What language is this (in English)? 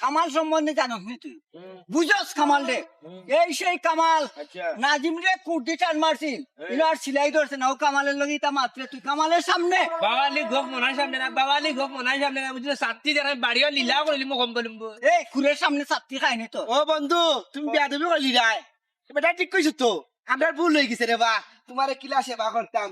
Sylheti